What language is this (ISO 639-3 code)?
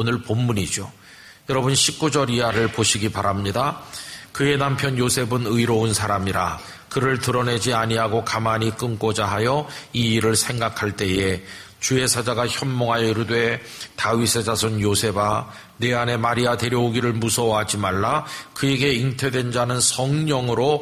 kor